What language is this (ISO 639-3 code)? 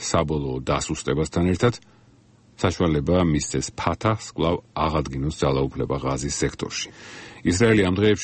kat